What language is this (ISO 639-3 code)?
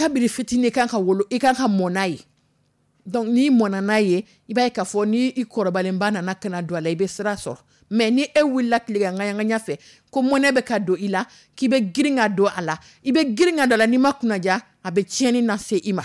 dyu